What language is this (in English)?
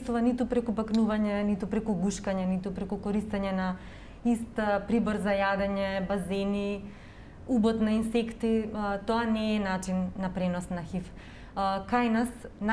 Macedonian